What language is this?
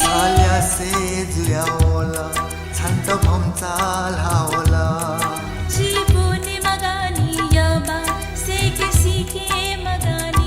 Newari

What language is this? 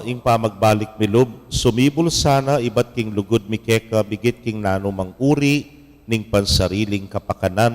Pampanga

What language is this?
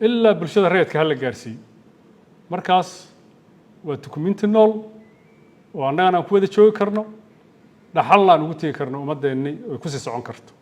Somali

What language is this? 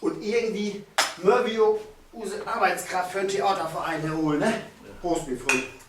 Low German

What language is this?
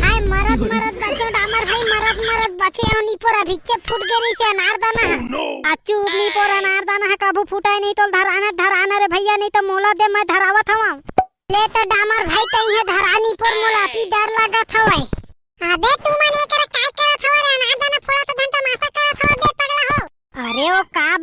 Chhattisgarhi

